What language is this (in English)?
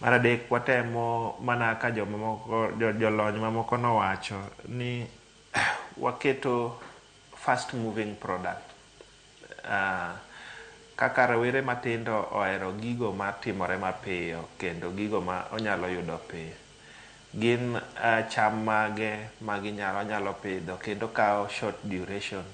Luo (Kenya and Tanzania)